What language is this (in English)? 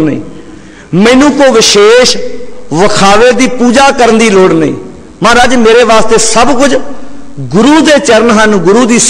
Punjabi